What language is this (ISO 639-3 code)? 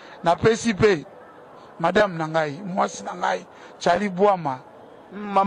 lin